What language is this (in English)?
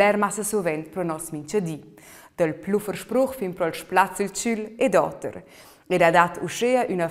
Romansh